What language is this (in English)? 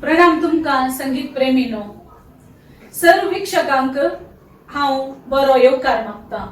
Konkani